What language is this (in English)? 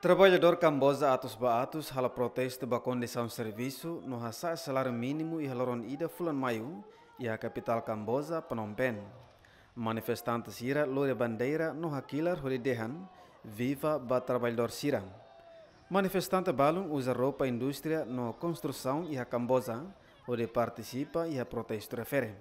Tetum